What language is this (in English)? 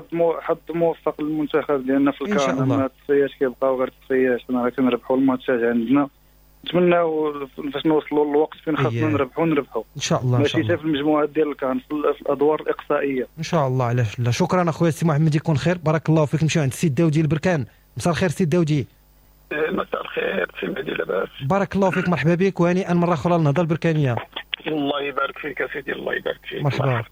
Moroccan Arabic